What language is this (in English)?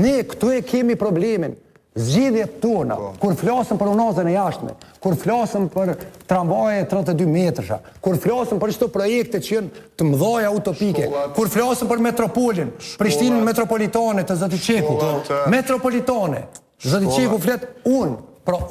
Albanian